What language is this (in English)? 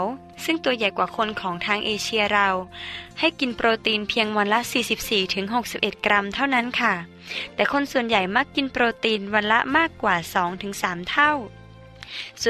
Thai